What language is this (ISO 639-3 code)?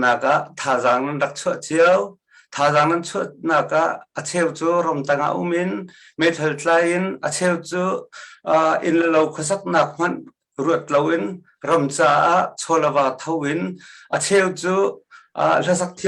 cnh